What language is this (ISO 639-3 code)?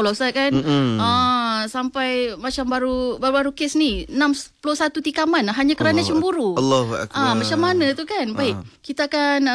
msa